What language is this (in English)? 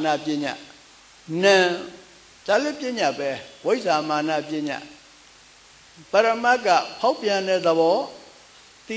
Burmese